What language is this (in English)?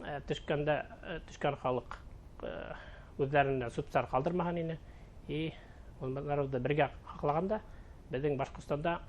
Bashkir